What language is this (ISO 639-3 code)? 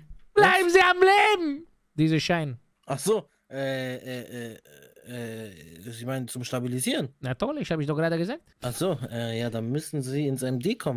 deu